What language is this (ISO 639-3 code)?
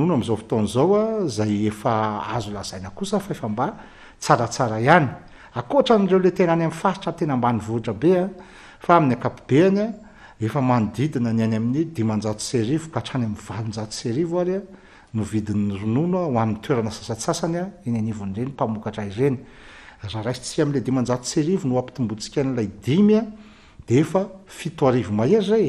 mlg